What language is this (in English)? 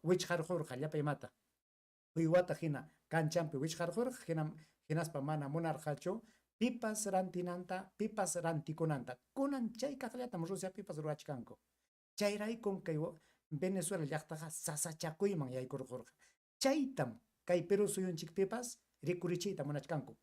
Ayacucho Quechua